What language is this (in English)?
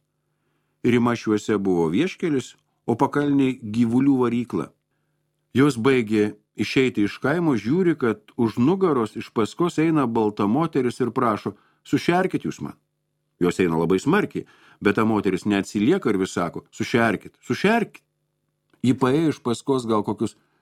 Lithuanian